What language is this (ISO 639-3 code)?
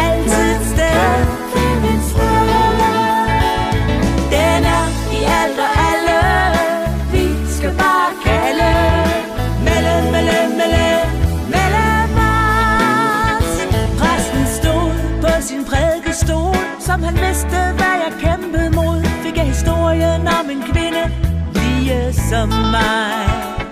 dan